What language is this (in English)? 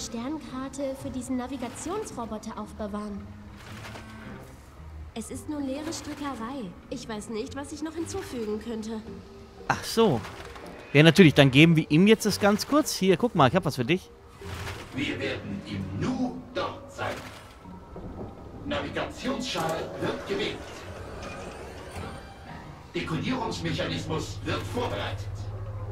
German